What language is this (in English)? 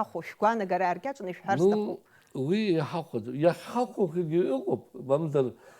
Abkhazian